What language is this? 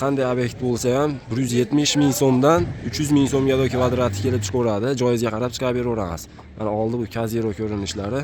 Uzbek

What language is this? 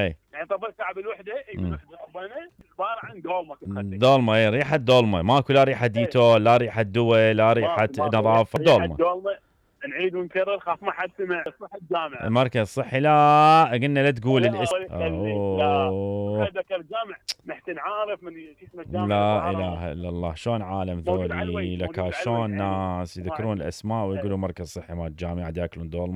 Mesopotamian Arabic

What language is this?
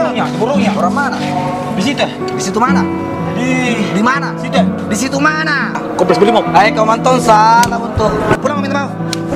Makassar Malay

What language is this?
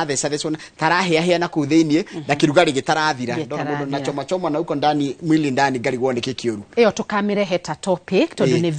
Kikuyu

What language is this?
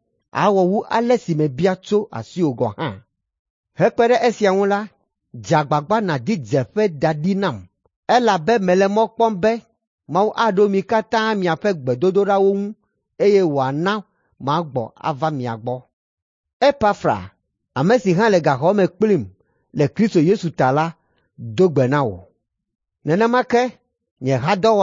Ewe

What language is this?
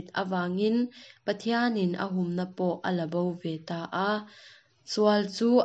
Mizo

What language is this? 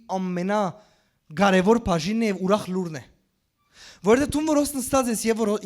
Western Armenian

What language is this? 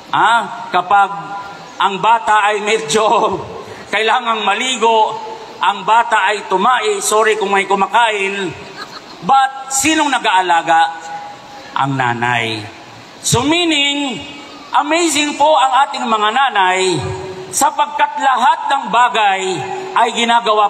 Maranao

